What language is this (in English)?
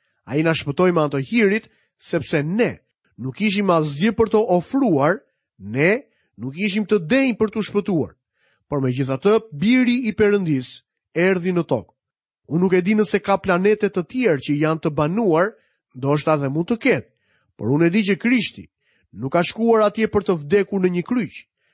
Albanian